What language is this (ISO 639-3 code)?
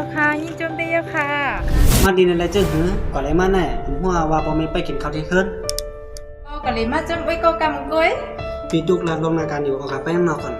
shn